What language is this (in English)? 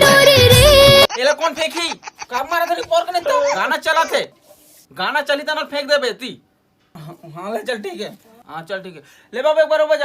Chhattisgarhi